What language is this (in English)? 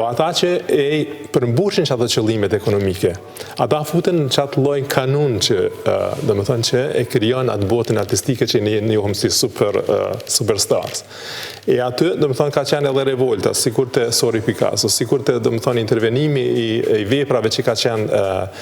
Albanian